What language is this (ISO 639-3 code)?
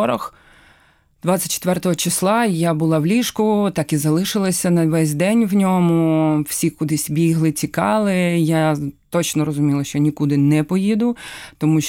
ukr